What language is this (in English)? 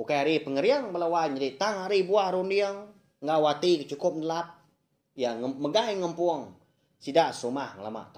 Iban